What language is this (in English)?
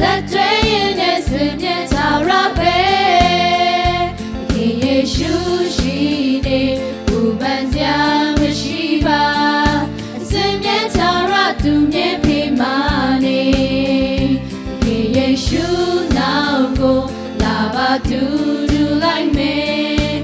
Lahu